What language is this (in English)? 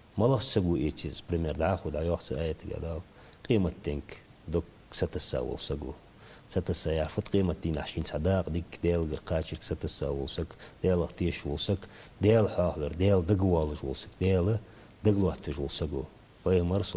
Ingush